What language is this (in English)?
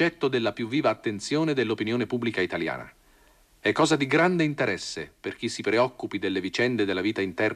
Italian